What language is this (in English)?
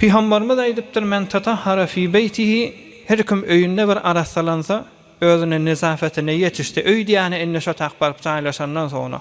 Turkmen